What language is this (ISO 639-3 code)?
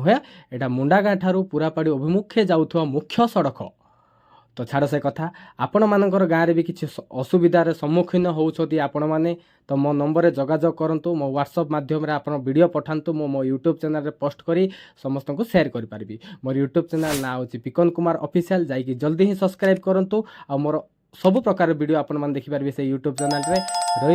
ori